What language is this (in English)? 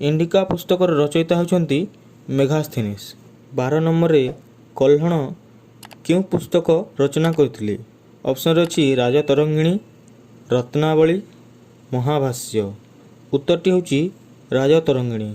Odia